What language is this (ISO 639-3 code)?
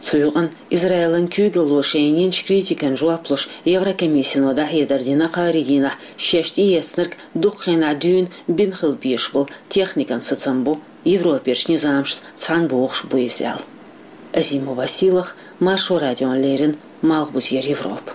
che